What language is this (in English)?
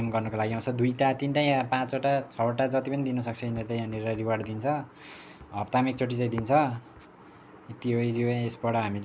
Nepali